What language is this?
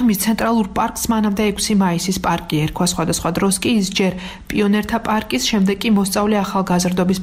Georgian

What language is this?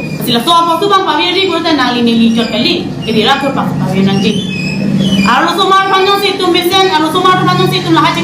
Karbi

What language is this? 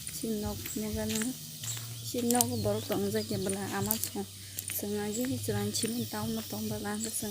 Kok Borok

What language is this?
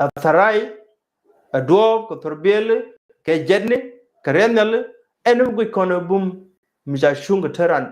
Nuer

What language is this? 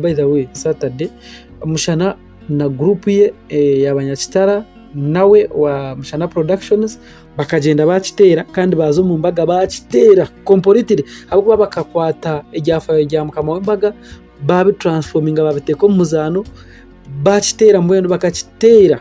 Nyankole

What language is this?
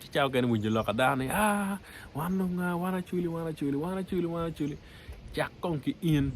Acoli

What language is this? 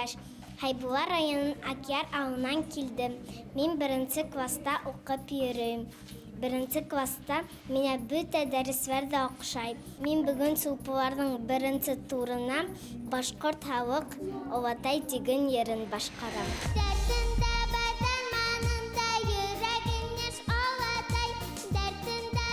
Bashkir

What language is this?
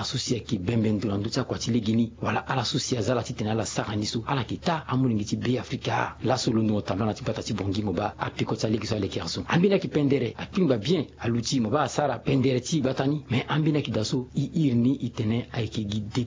Sango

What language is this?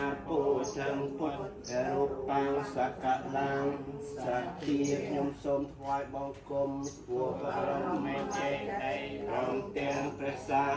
Khmer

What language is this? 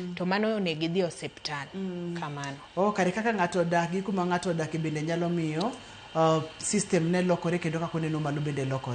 Luo (Kenya and Tanzania)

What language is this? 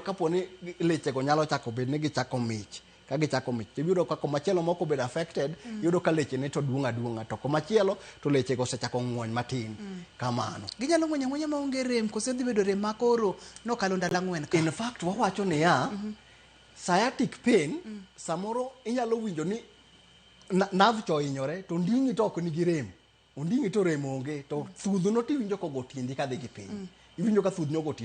Luo (Kenya and Tanzania)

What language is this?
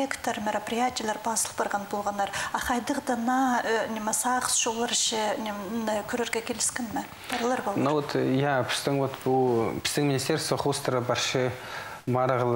Khakas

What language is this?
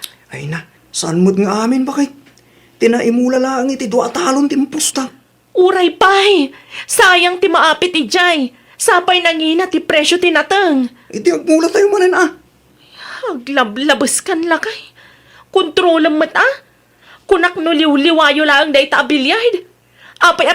Iloko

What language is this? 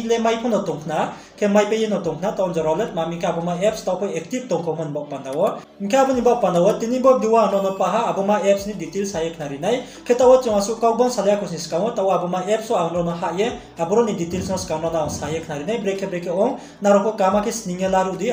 Riang (India)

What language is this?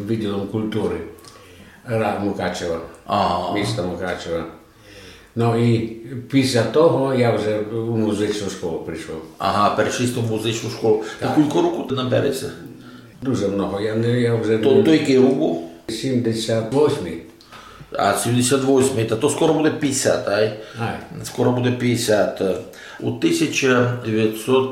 Rusyn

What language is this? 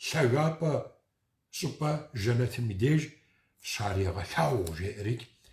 Kabardian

